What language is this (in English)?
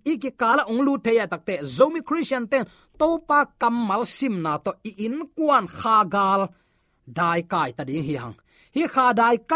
Tedim Chin